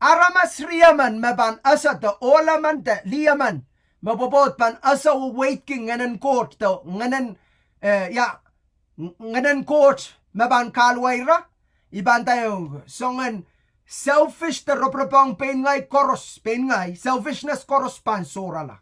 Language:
Pohnpeian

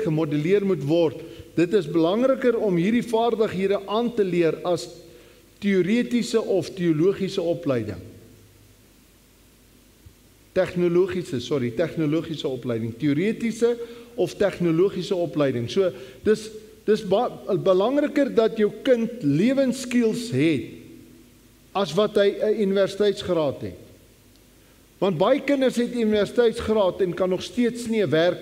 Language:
Afrikaans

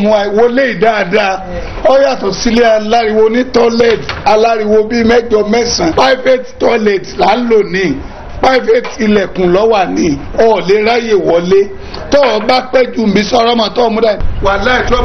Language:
Yoruba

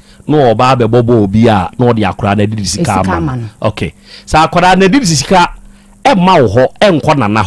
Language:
Akan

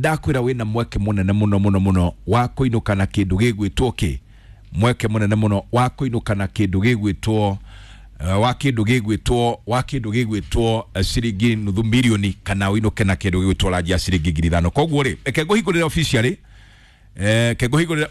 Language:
Kikuyu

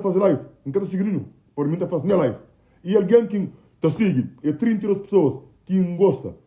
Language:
Kabuverdianu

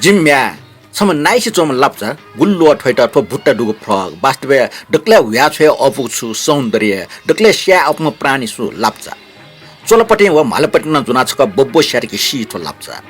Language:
Newari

